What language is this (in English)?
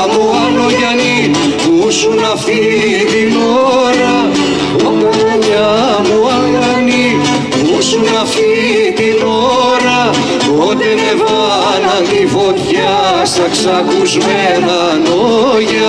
Greek